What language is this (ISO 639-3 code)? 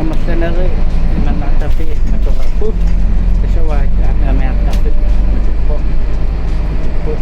kal